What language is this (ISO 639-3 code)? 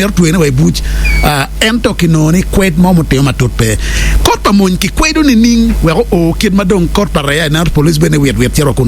ach